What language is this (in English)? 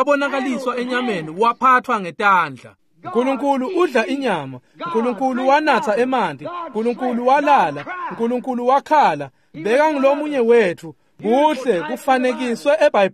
Swati